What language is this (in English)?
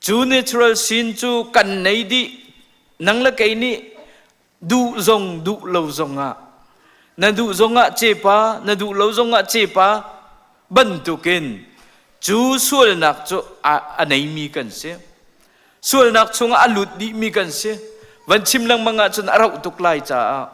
Hakha Chin